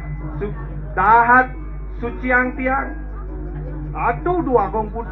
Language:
Balinese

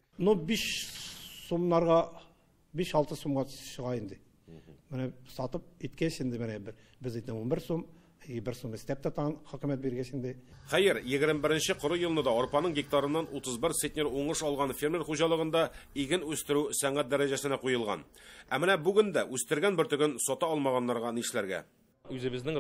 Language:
Tatar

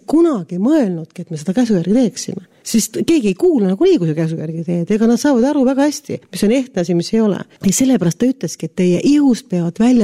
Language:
Estonian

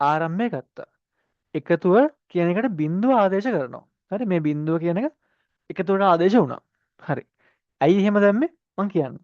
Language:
Sinhala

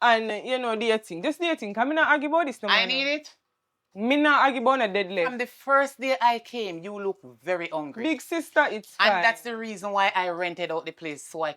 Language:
Jamaican Creole English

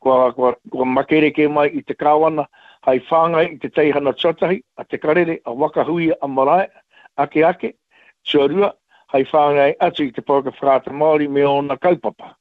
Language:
Māori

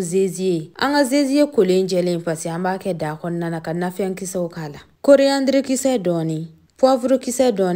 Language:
Bambara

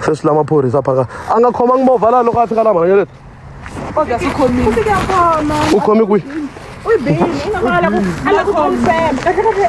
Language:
Tsonga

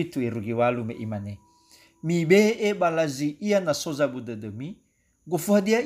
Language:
Nias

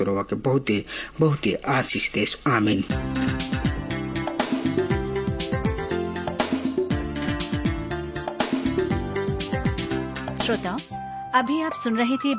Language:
Bhojpuri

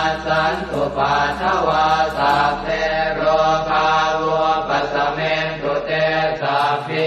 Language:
Pali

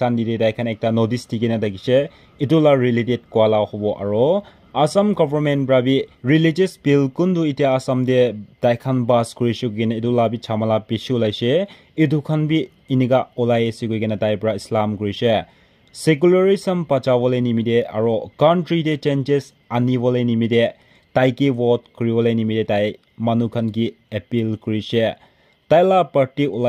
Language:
Naga Pidgin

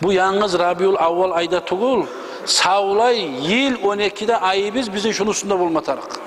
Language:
Kumyk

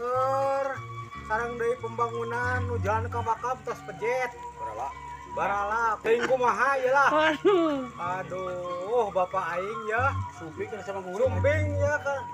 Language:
Sundanese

